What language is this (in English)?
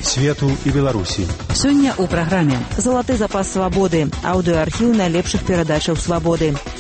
Belarusian